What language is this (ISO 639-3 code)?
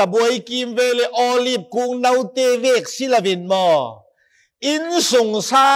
cfm